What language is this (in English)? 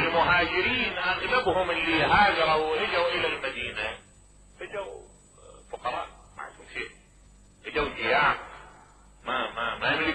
Mesopotamian Arabic